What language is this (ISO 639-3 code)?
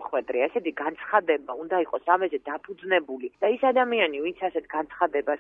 kat